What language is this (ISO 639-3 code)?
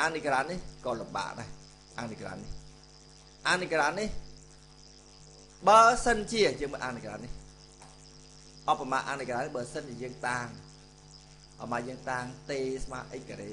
khm